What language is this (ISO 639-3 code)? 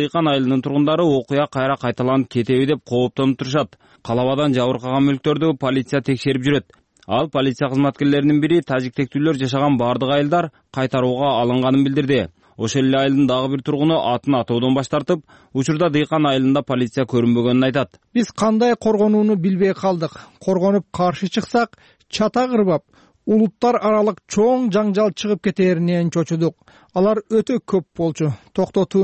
kir